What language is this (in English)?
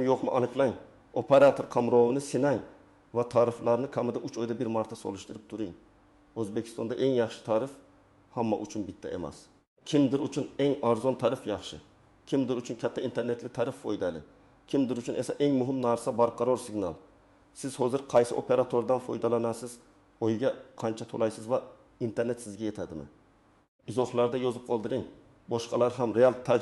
Uzbek